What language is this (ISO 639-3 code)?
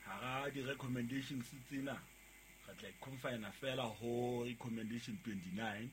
sot